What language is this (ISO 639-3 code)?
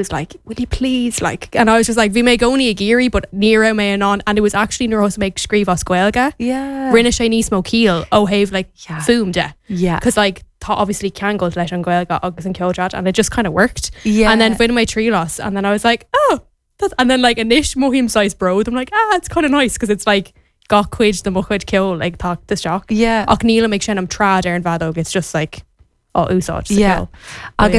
gle